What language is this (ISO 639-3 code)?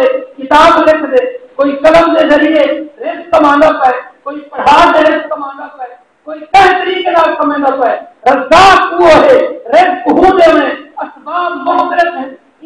skr